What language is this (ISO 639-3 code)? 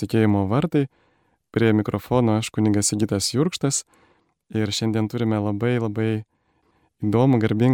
lit